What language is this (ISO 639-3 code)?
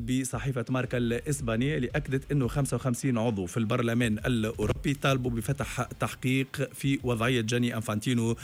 aeb